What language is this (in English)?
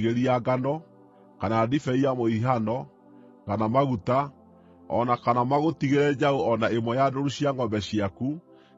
Kikuyu